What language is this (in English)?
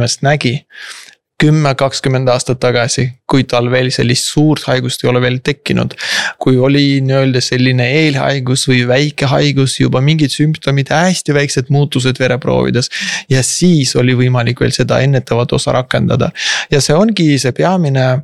Estonian